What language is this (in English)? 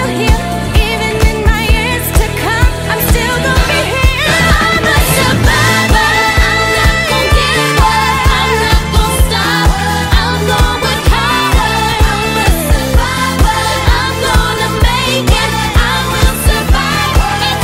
English